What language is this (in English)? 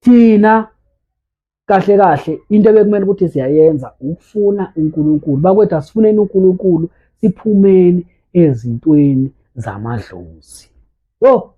Zulu